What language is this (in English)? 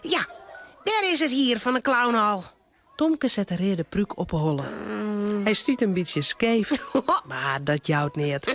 Western Frisian